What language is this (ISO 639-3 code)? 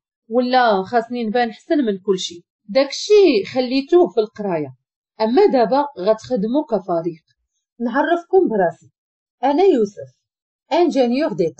ary